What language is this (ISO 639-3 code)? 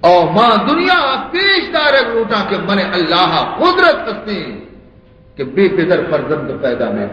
bal